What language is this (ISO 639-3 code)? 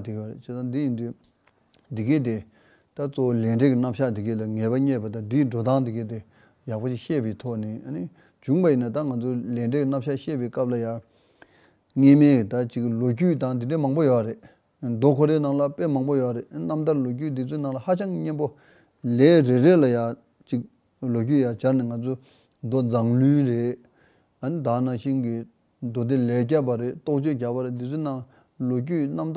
bod